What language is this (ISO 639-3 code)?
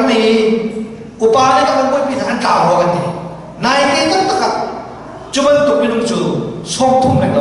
cnh